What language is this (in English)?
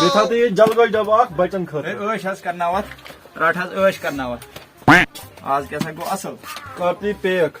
Kashmiri